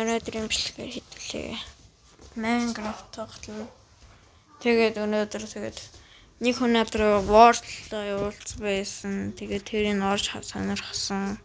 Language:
Mongolian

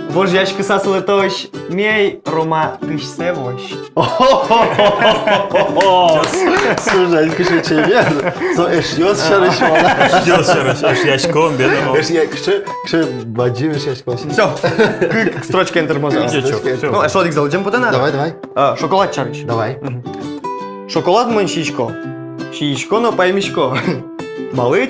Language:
Udmurt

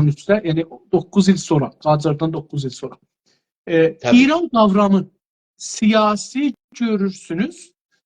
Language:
South Azerbaijani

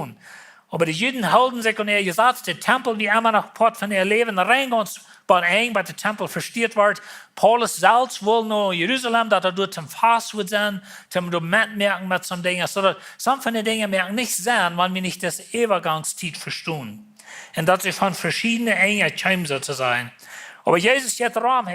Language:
Plautdietsch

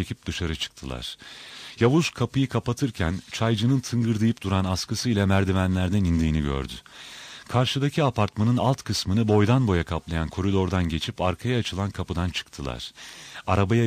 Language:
Turkish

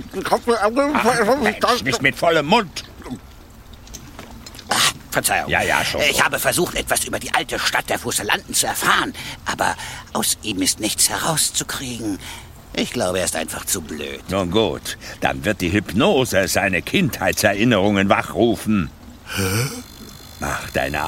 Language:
German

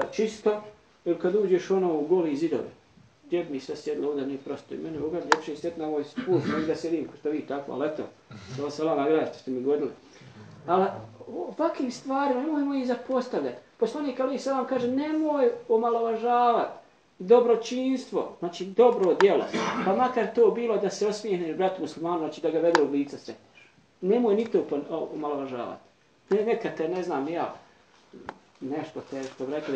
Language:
Bosnian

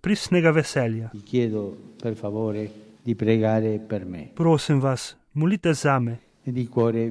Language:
Slovenian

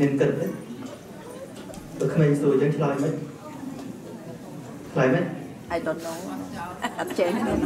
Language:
Khmer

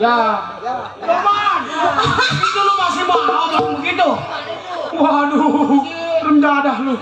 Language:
Betawi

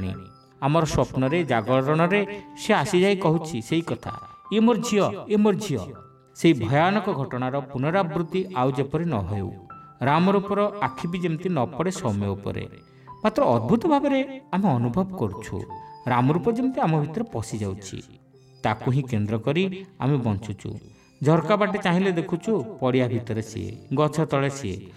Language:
Odia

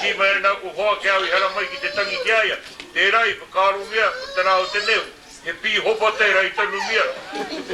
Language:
Māori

